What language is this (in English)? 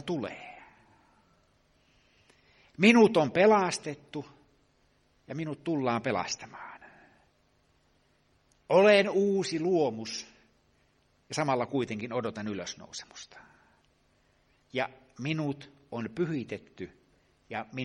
Finnish